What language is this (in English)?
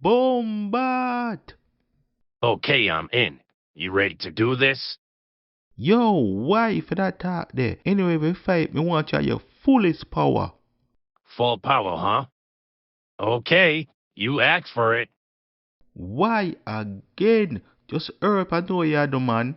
Jamaican Creole English